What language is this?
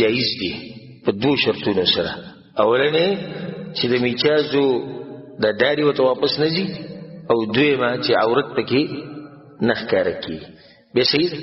Pashto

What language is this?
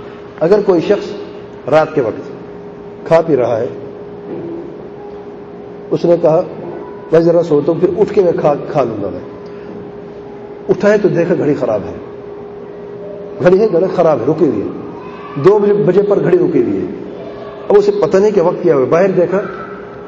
Urdu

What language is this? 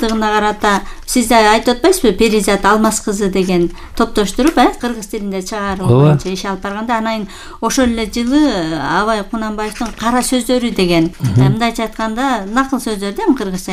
Kyrgyz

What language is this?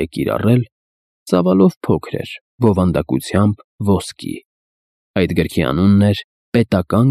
Armenian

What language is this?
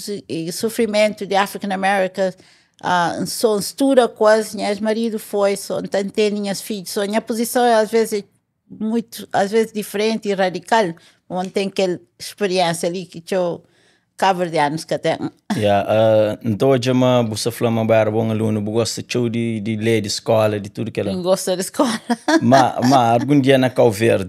Kabuverdianu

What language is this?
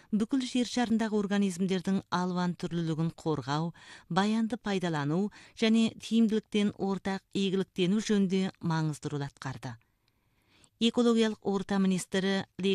Kazakh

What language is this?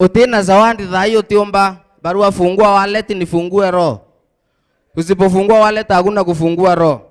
Meru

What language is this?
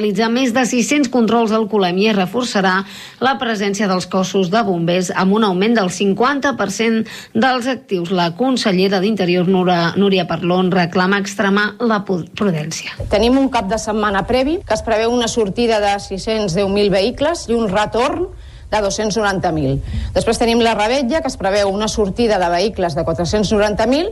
Catalan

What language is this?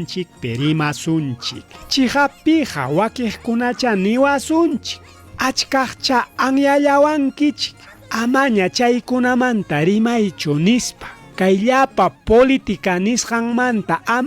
Ayacucho Quechua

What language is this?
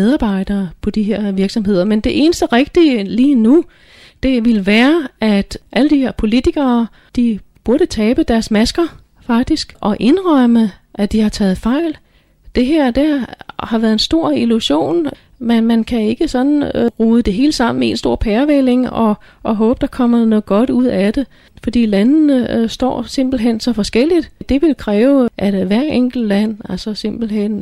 Danish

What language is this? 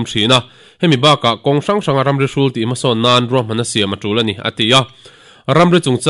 Mizo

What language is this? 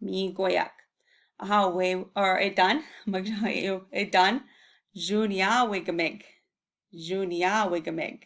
Chippewa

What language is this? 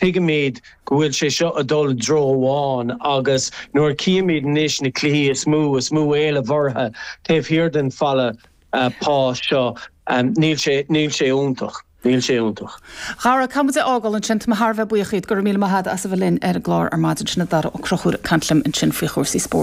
Irish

